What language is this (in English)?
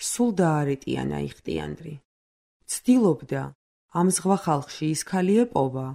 Georgian